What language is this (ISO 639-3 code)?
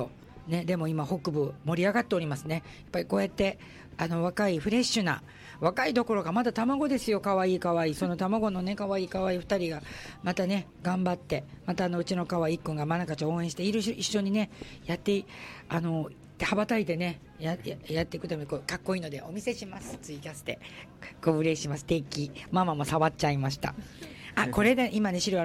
jpn